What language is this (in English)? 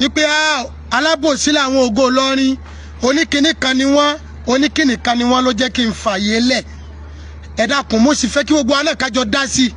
Yoruba